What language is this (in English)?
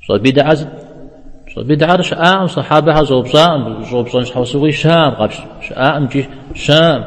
Kabardian